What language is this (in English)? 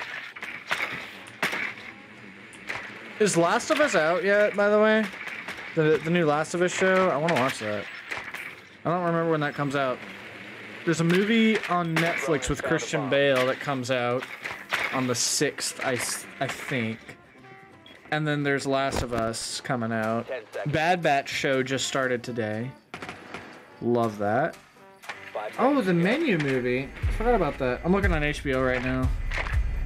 English